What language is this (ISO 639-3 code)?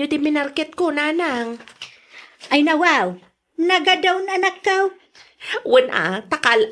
ilo